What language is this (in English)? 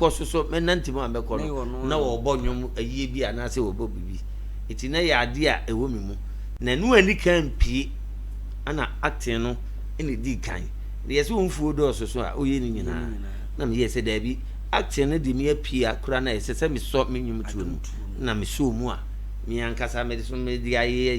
Akan